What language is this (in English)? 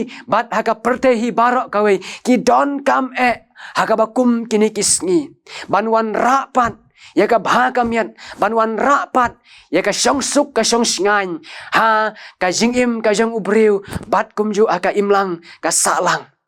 Khasi